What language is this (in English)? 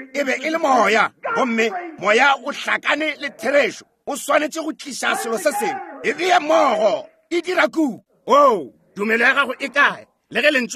Northern Sotho